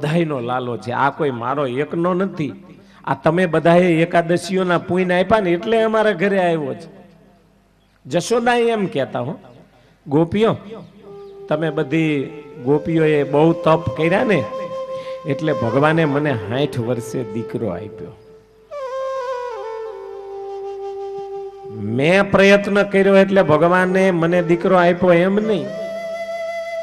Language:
Gujarati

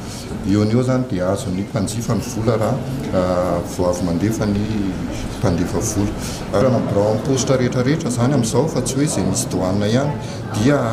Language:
Malagasy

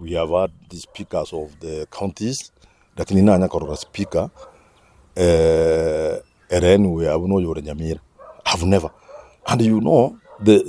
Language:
Gusii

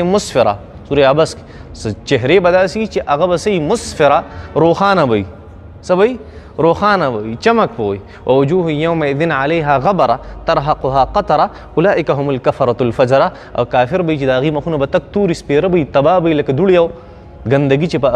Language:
Pashto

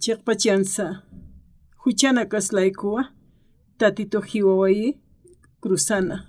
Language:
Aymara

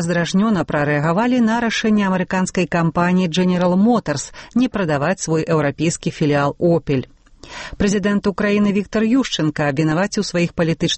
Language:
Belarusian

